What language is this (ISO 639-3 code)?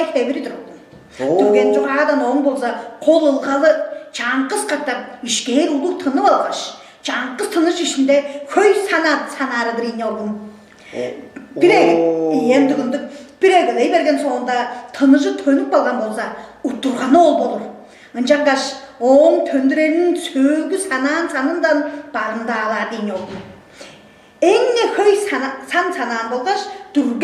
tyv